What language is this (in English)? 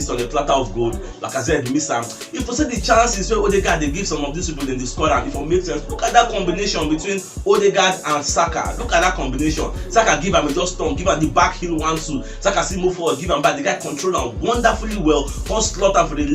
Nigerian Pidgin